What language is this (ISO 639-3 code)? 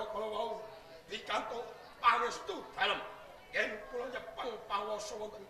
jav